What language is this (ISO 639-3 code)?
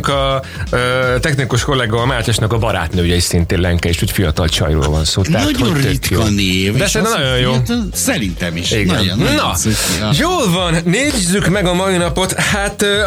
hun